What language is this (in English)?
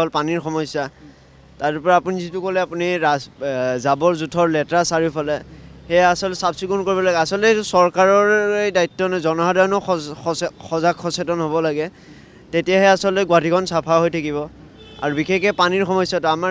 Assamese